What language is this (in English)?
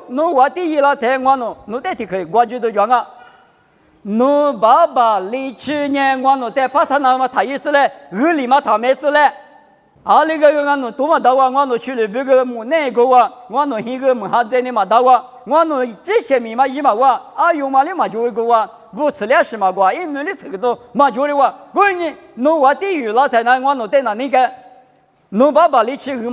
Lisu